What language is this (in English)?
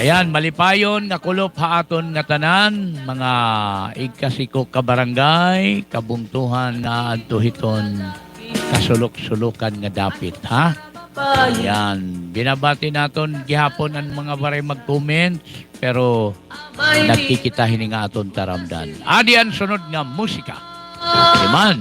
Waray